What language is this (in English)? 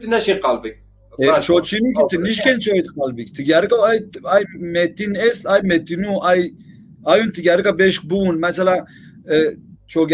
Zaza